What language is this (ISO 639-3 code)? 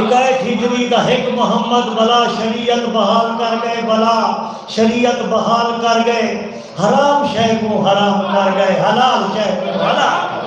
skr